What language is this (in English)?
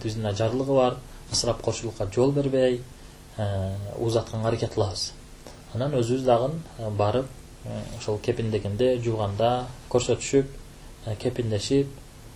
Kyrgyz